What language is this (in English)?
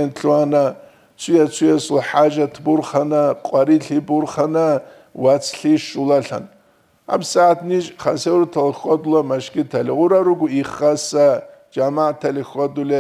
Avaric